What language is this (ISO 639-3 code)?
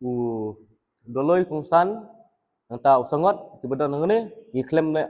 kha